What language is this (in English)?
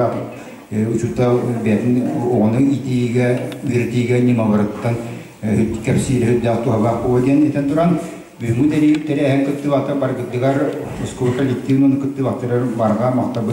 Yakut